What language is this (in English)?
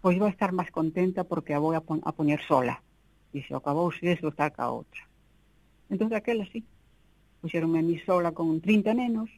Galician